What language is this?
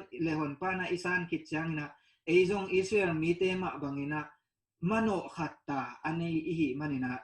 Tedim Chin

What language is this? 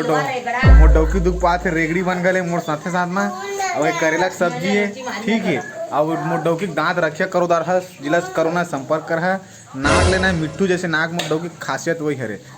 Chhattisgarhi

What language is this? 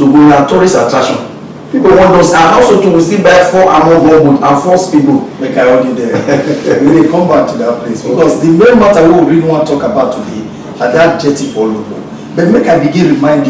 Nigerian Pidgin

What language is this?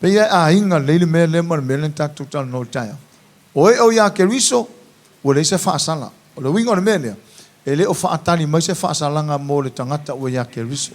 Samoan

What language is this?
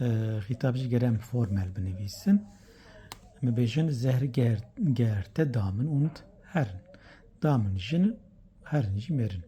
Kurdish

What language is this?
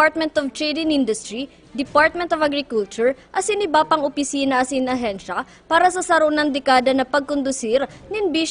Bikol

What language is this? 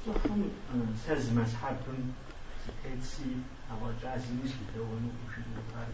Kabardian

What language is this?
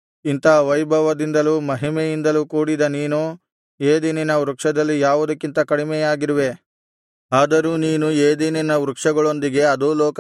Kannada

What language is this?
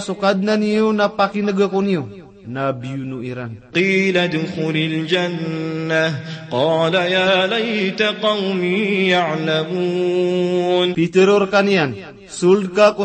Maranao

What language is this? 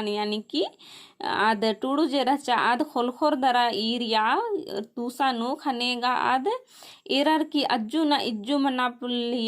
Kurukh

